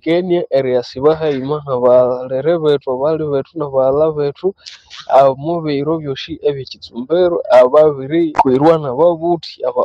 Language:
Nande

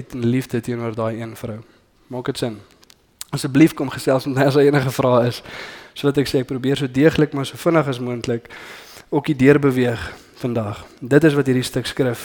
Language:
Afrikaans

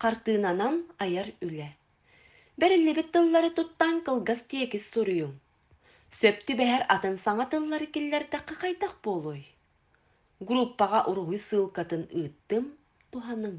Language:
Yakut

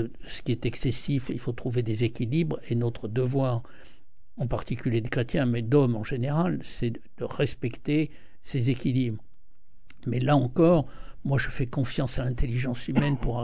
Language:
French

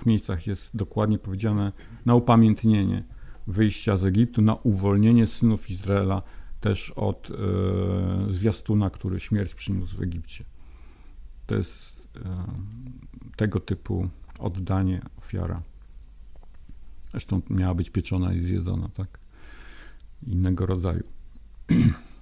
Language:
Polish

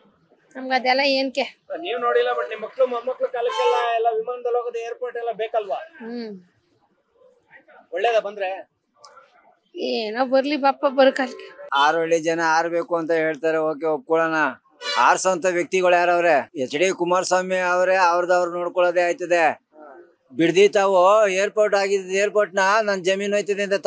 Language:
Kannada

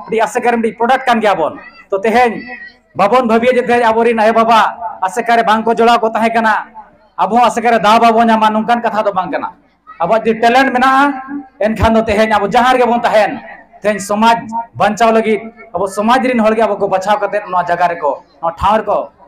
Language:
Santali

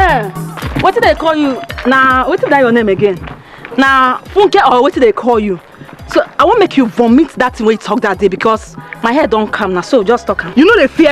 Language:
Nigerian Pidgin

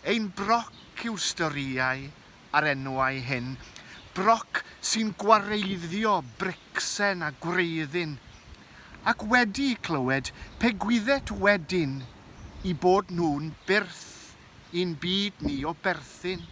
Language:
Welsh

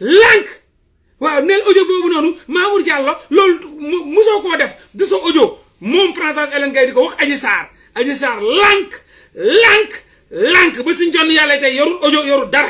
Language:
Wolof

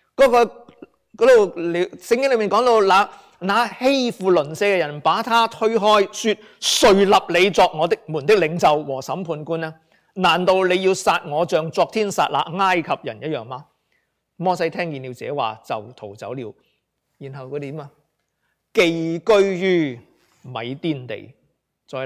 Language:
Cantonese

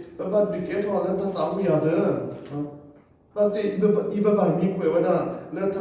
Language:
S'gaw Karen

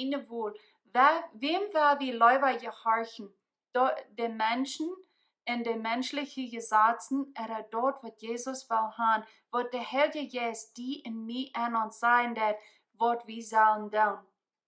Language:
Plautdietsch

